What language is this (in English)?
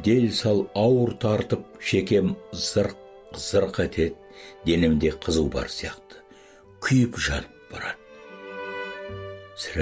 Kazakh